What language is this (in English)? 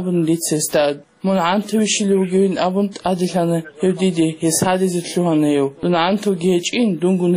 Avaric